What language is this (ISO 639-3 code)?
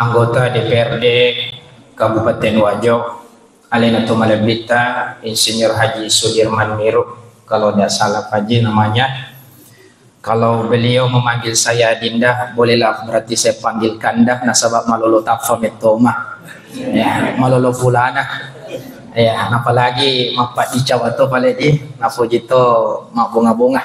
bug